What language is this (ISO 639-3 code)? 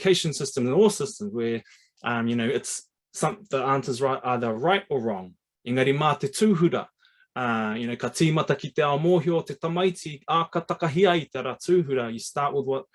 mri